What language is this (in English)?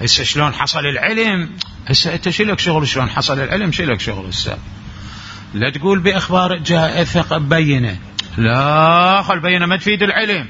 Mesopotamian Arabic